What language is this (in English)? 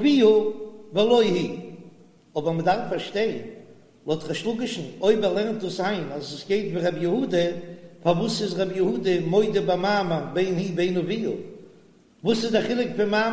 Yiddish